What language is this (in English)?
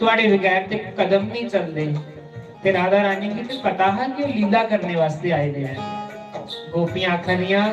Dogri